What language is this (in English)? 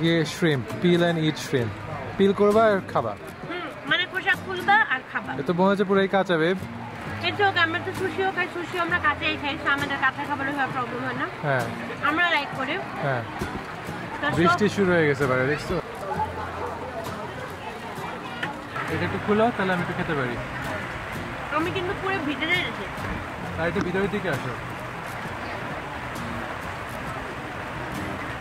Bangla